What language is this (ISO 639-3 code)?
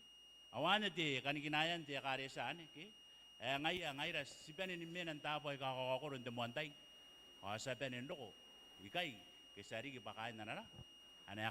gil